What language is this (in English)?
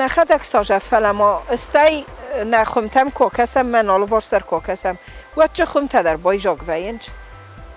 Ossetic